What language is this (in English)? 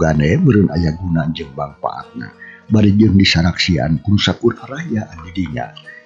Sundanese